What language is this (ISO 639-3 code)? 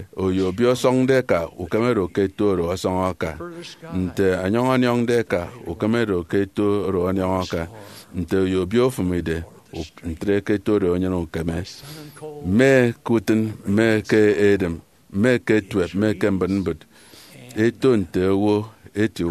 efi